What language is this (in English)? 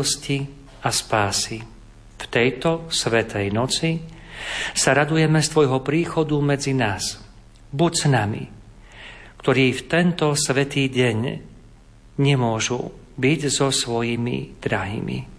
Slovak